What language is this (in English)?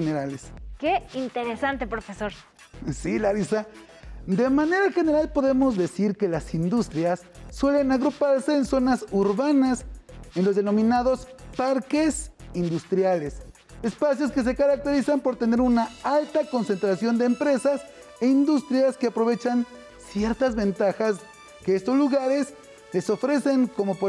Spanish